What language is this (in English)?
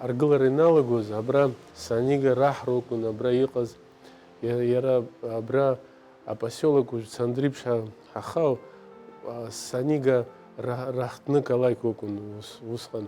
Abkhazian